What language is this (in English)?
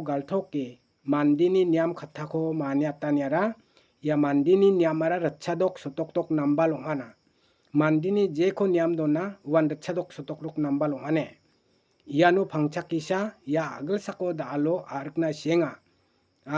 Garo